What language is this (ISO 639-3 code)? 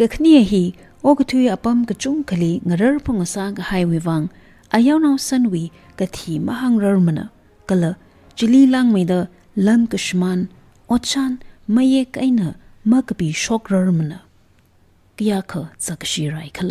nmf